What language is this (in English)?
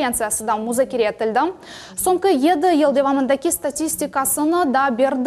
Crimean Tatar